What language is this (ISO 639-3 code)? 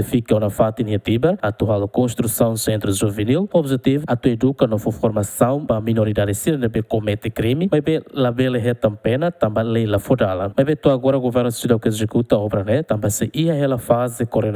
tet